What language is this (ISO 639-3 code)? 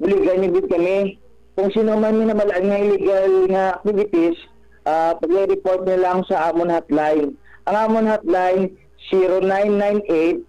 hil